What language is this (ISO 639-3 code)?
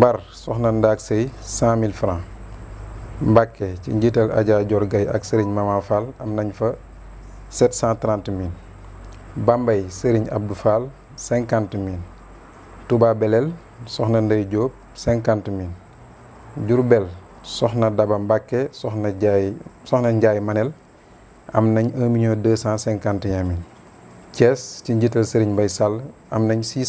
wol